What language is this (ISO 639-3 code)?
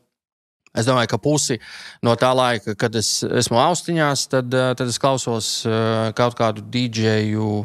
lav